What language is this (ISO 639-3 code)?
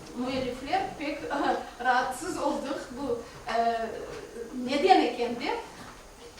crh